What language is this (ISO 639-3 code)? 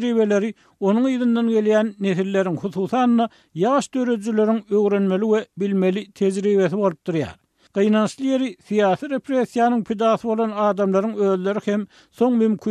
tuk